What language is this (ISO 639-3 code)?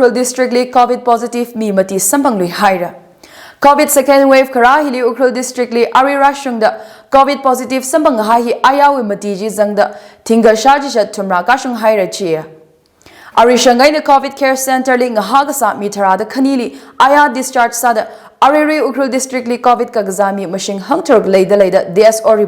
nmf